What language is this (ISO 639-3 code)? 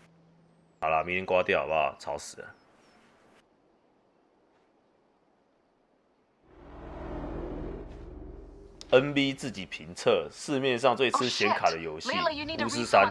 zho